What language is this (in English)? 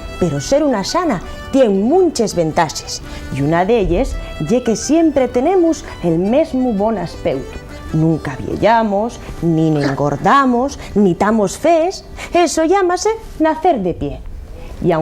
Asturian